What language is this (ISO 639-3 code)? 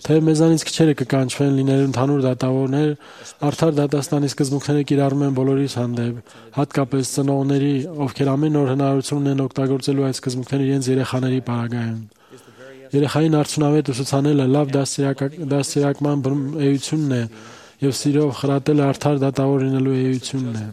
hye